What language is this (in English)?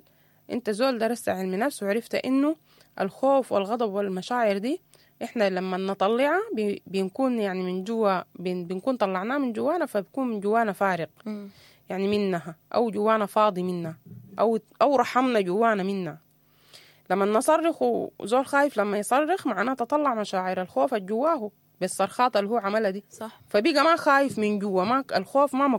Sudanese Arabic